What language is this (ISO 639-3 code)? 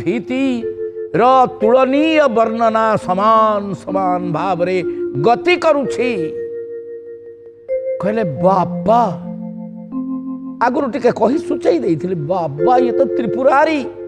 ori